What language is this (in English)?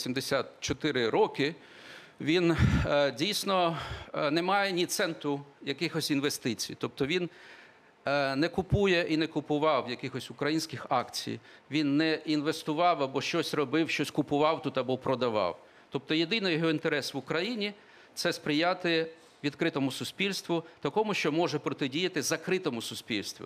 Ukrainian